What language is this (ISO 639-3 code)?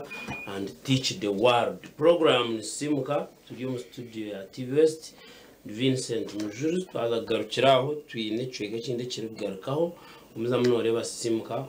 nyn